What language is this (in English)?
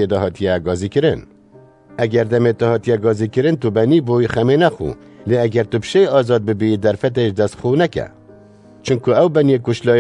Kurdish